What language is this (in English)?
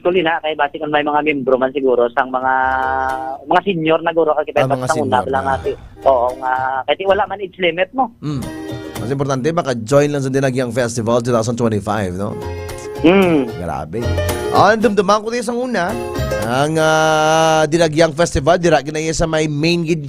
Hiligaynon